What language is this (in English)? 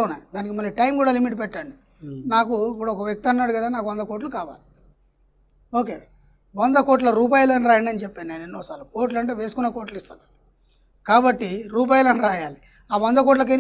Telugu